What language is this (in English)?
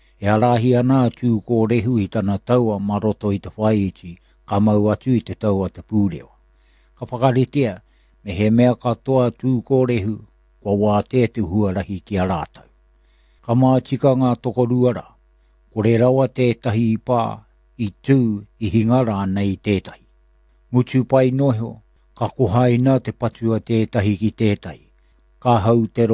Māori